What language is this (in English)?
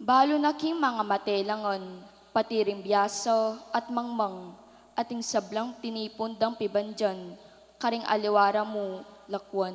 Pampanga